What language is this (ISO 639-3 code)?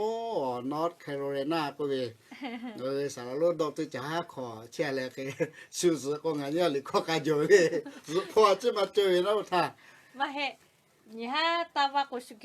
lhu